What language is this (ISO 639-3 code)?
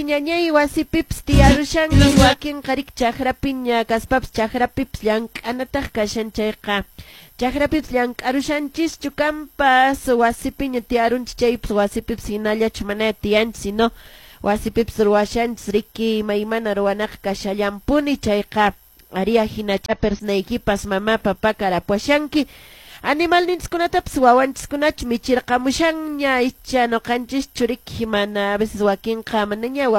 que